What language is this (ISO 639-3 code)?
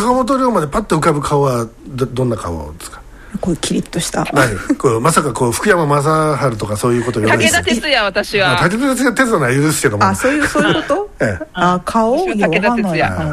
jpn